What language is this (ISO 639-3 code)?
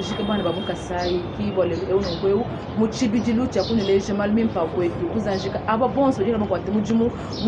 lua